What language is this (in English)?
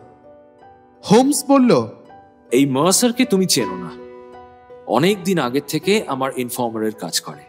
Bangla